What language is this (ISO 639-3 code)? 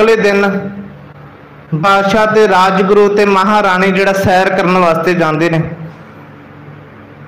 pan